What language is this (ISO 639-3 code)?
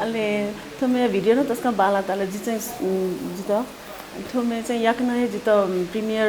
new